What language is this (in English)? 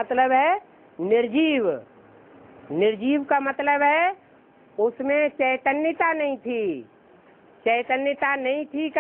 Hindi